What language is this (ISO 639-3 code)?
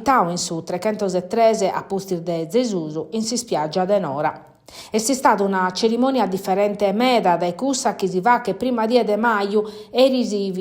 srd